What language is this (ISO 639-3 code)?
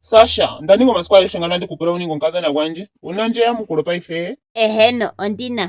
ndo